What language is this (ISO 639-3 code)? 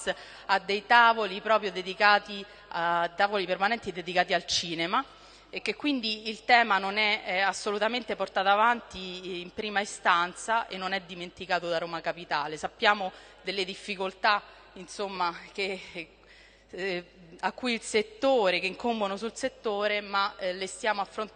ita